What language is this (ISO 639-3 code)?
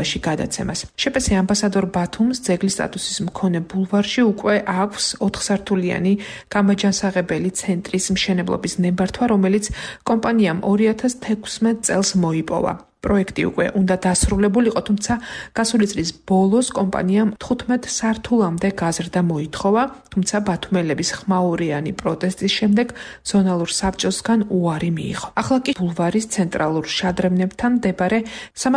kat